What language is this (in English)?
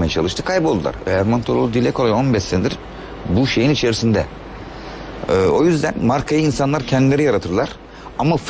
Turkish